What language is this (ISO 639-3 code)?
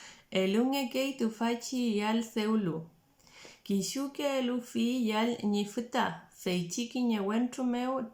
arn